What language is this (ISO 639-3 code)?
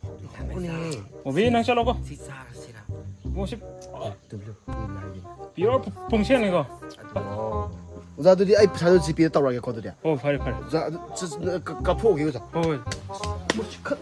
mni